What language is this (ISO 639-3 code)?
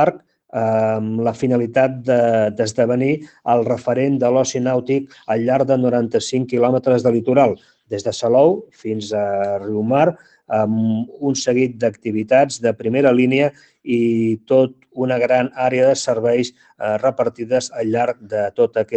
cat